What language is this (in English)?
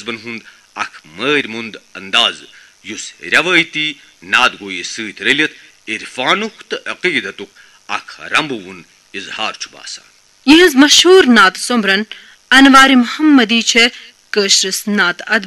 Kashmiri